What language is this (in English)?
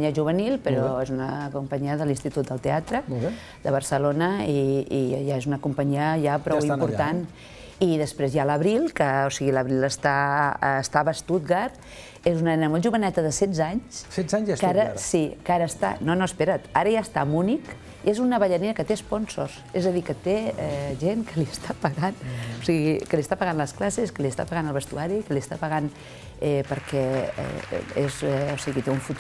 Catalan